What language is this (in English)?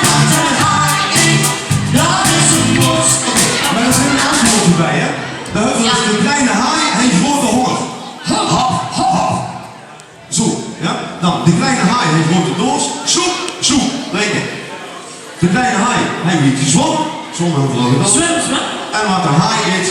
Limburgish